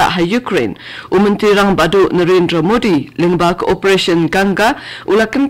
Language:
Khasi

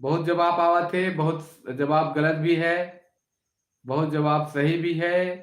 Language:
Sadri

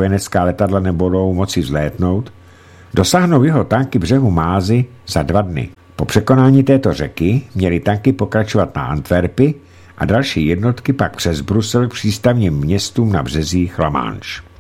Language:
Czech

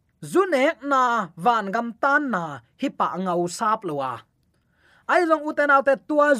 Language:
Tedim Chin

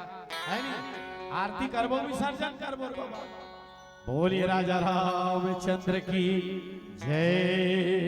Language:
Chhattisgarhi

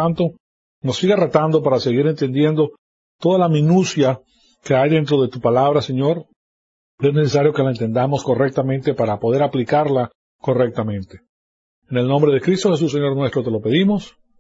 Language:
Spanish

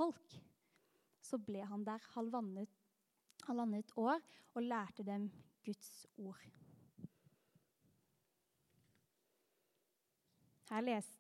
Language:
Norwegian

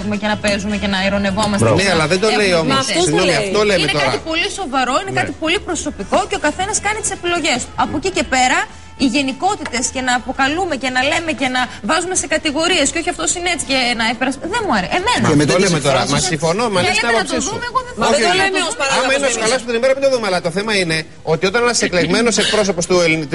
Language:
Greek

